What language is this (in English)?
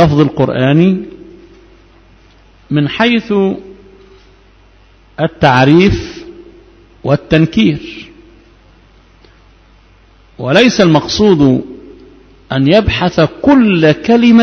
Arabic